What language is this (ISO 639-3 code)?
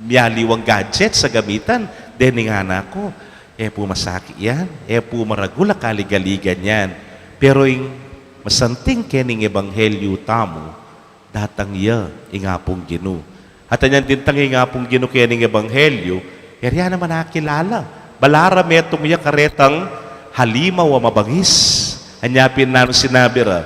pam